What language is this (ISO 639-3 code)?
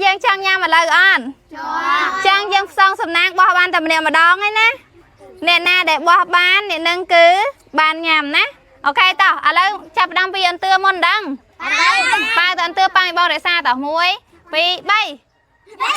khm